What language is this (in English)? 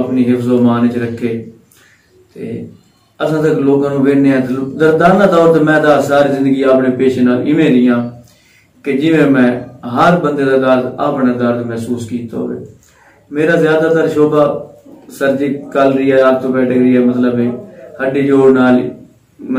Saraiki